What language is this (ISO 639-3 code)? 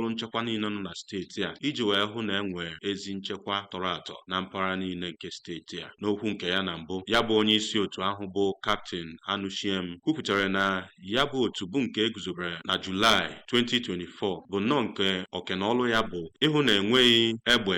ibo